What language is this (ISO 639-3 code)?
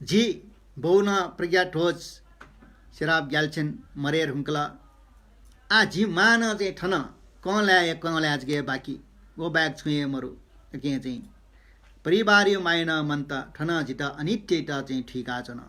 new